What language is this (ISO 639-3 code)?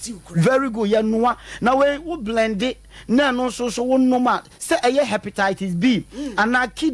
aka